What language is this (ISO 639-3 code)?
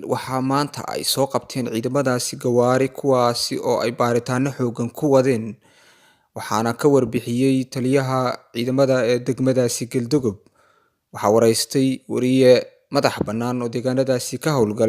som